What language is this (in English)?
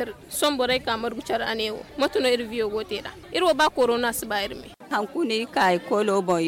Zarma